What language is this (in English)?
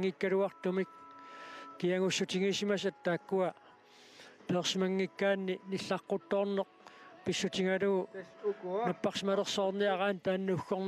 Kalaallisut